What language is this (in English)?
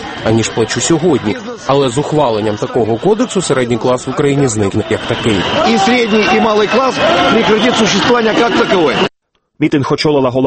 Ukrainian